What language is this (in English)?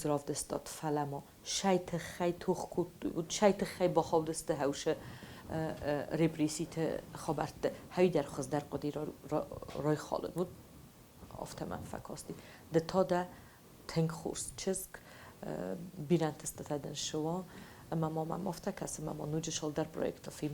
Ossetic